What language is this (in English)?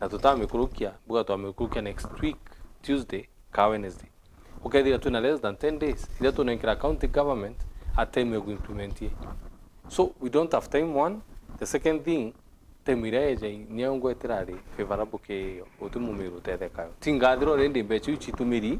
Meru